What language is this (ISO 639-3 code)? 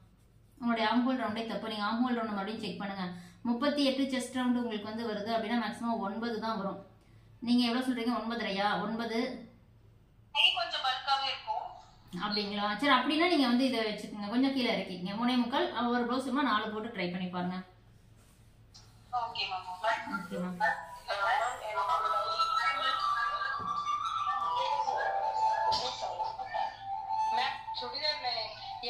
tam